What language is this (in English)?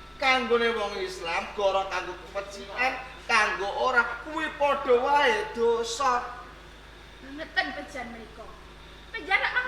Javanese